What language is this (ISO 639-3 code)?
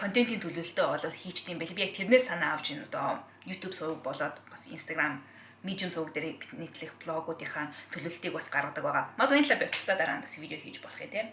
mon